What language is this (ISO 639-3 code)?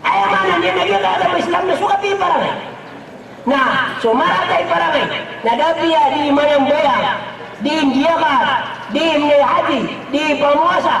mrw